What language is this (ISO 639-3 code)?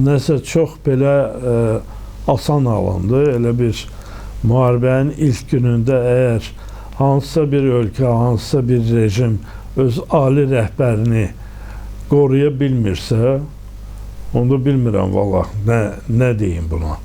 aze